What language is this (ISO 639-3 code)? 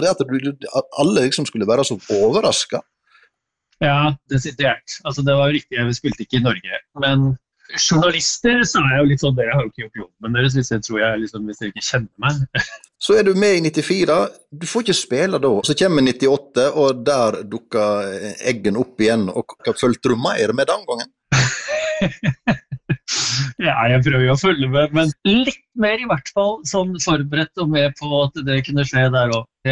nor